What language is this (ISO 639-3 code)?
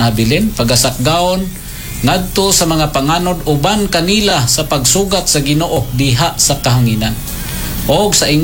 ceb